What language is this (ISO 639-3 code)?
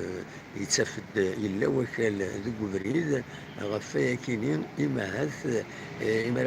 kab